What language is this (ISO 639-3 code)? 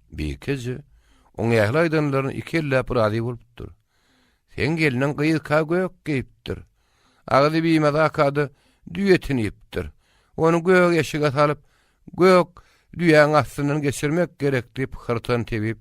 tuk